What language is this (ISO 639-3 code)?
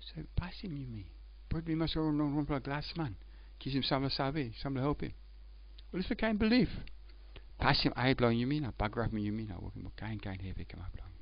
tpi